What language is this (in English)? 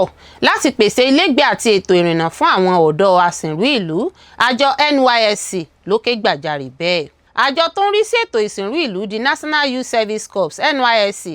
Yoruba